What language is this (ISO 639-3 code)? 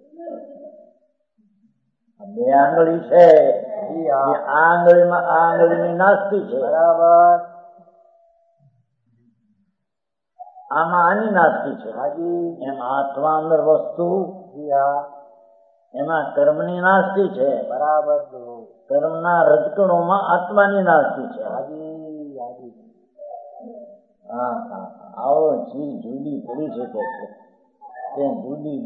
guj